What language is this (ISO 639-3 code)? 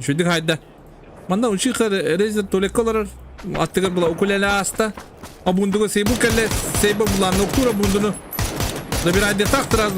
sah